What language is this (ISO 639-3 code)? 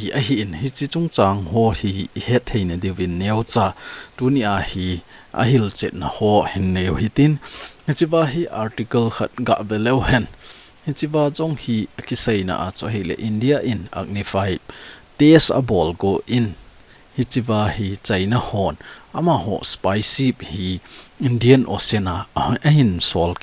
tcz